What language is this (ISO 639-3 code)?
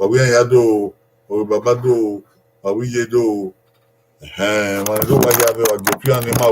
bin